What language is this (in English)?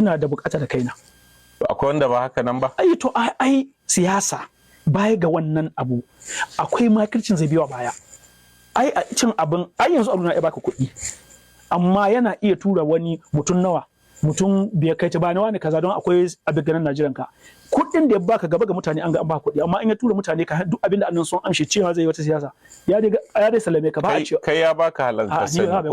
Hausa